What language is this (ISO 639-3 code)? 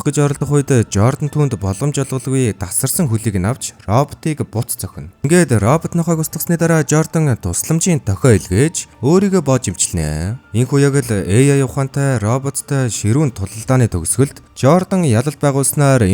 mon